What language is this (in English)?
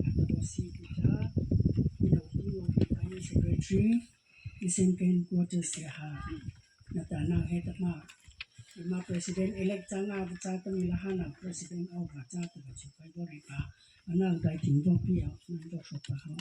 Mara Chin